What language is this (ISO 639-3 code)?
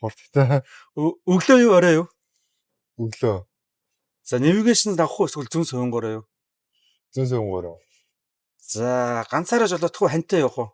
mon